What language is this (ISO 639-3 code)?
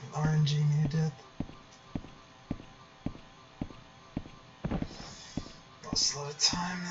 eng